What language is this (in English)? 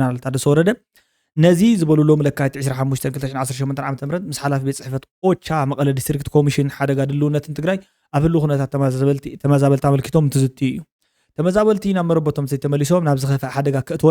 Tigrinya